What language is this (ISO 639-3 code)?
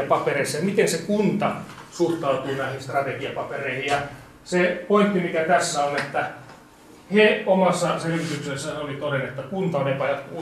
fin